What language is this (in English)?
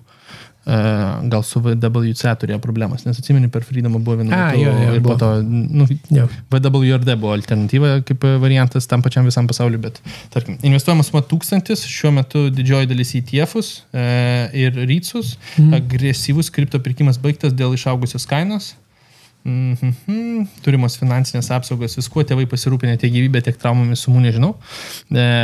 Lithuanian